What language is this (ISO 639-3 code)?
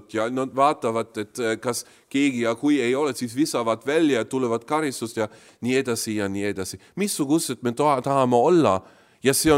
est